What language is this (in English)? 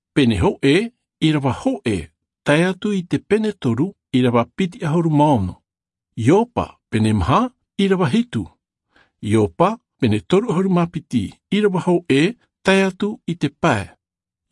Tahitian